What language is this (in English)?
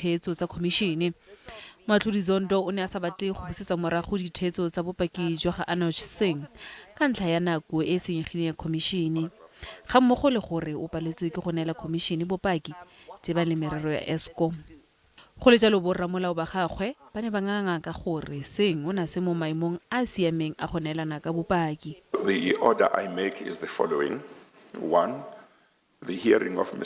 Tswana